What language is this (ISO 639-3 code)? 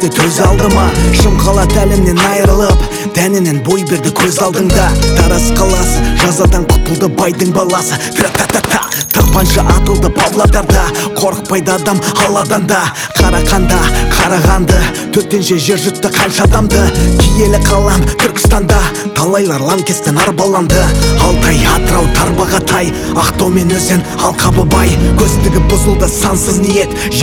kaz